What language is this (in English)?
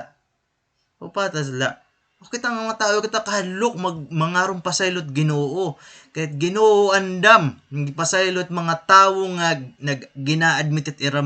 Waray